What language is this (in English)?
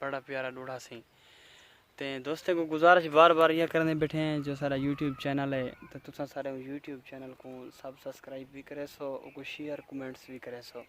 Saraiki